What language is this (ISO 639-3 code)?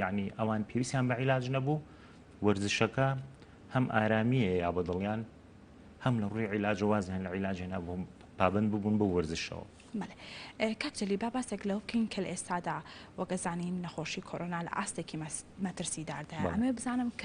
ckb